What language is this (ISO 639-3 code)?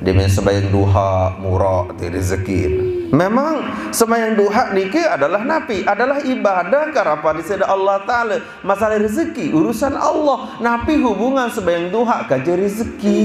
sas